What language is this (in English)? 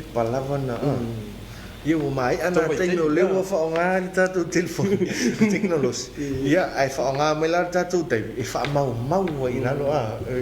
Samoan